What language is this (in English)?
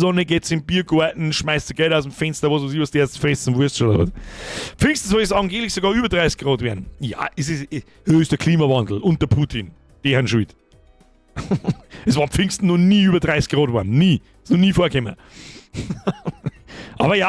Bavarian